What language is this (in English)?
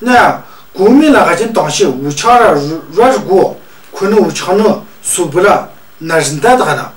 Tu